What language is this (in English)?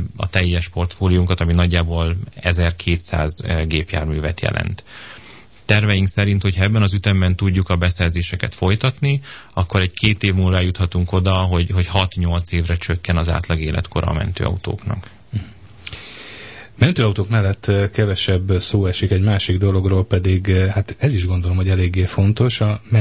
Hungarian